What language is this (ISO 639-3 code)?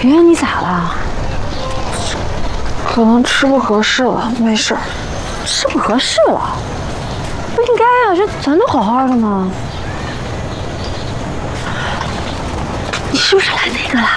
zho